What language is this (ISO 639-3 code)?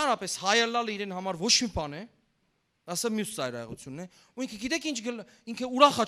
hyw